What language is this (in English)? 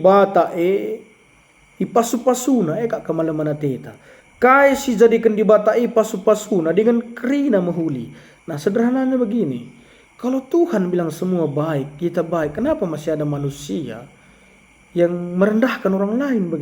Batak Karo